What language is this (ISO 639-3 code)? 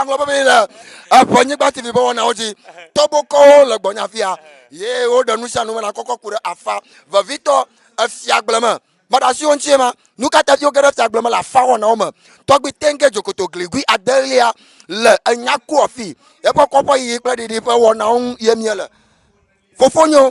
ewe